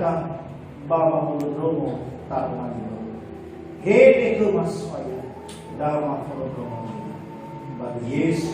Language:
Nias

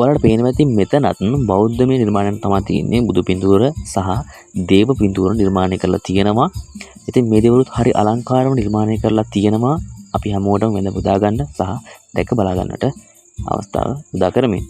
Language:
Sinhala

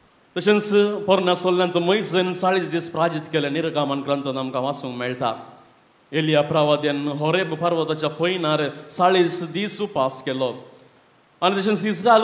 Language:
Konkani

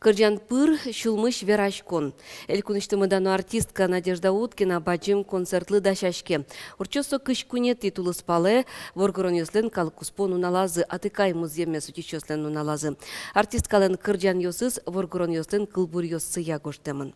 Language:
Udmurt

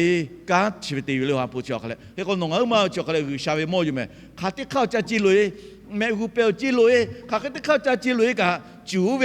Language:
Lahu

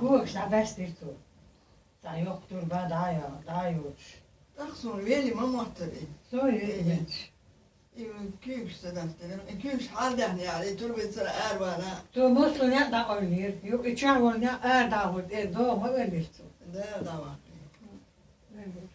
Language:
Chechen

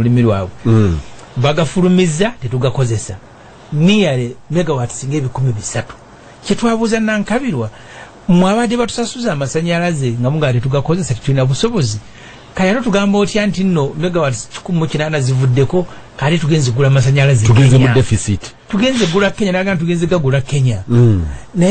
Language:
Ganda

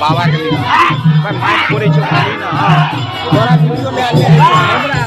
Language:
Maithili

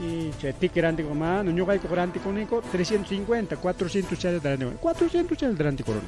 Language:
Ayacucho Quechua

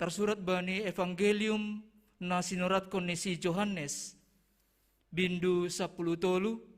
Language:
Batak Simalungun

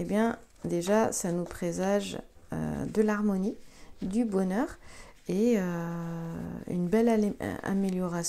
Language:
French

